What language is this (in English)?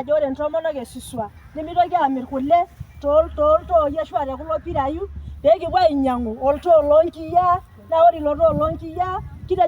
Masai